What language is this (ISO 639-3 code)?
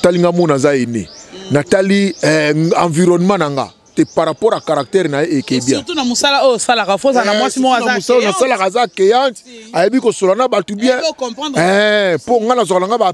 lin